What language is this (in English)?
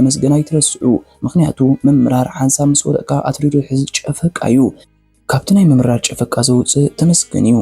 Tigrinya